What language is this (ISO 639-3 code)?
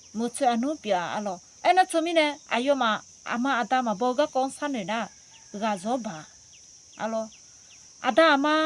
ahk